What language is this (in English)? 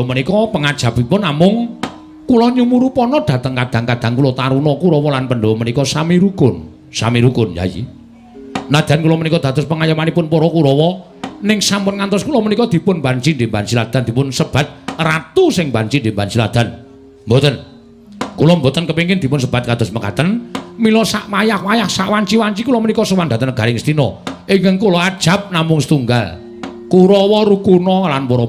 Javanese